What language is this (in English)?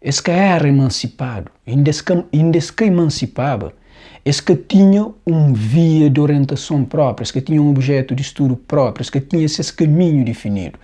Kabuverdianu